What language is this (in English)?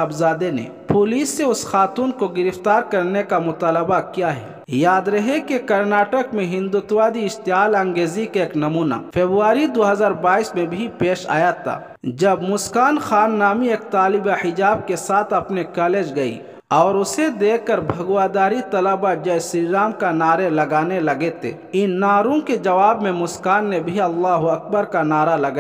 Urdu